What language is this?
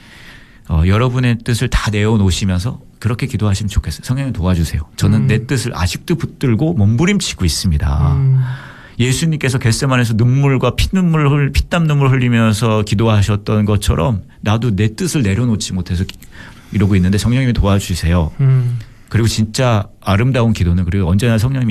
Korean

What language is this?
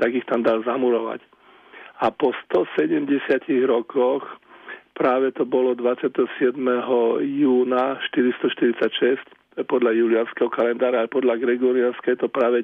Slovak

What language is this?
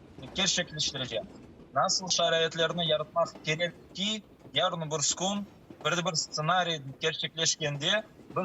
Crimean Tatar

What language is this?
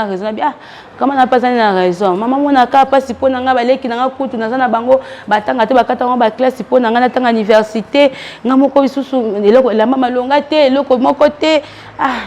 Lingala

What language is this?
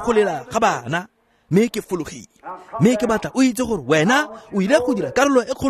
Tswana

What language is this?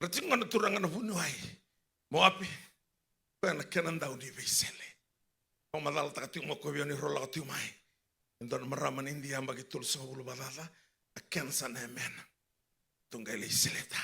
Fijian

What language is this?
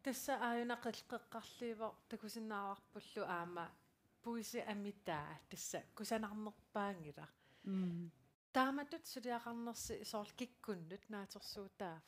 Kalaallisut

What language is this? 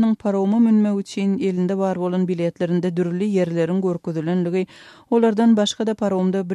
Turkmen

